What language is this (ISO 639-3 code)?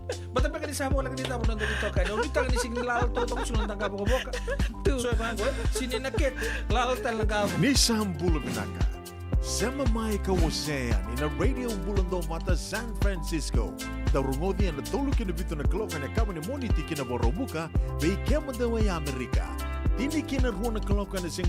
fij